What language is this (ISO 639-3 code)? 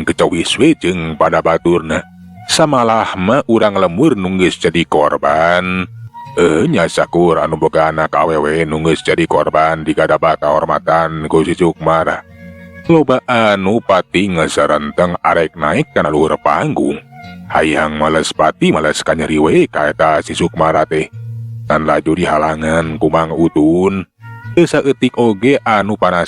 sun